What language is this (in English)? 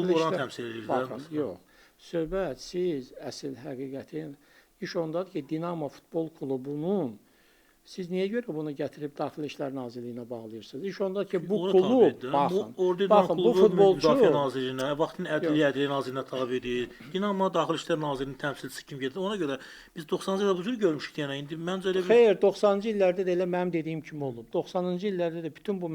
Azerbaijani